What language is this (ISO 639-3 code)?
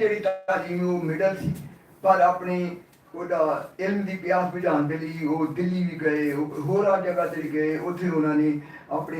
lah